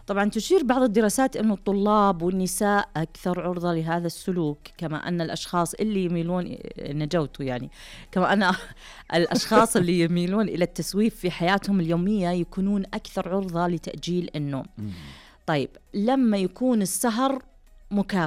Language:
Najdi Arabic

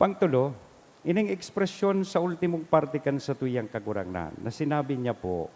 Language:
Bikol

